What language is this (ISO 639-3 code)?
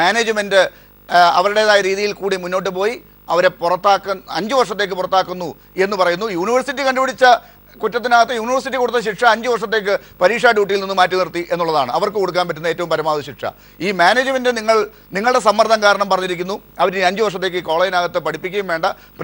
mal